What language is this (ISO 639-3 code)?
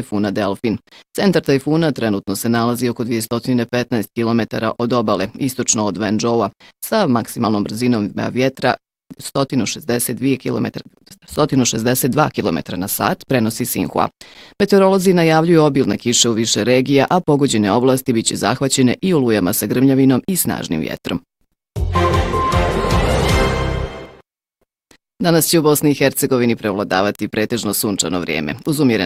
bos